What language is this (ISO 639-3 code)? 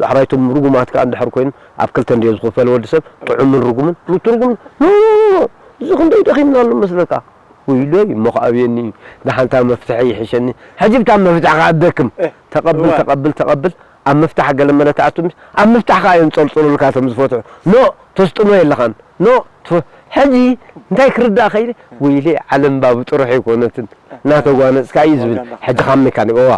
tir